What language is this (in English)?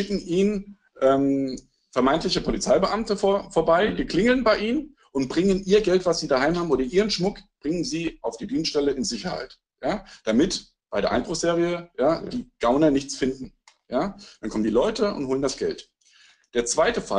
German